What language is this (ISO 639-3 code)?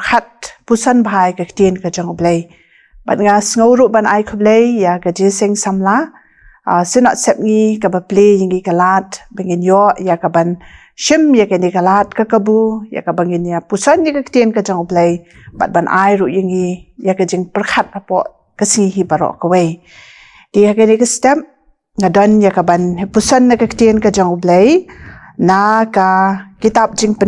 kha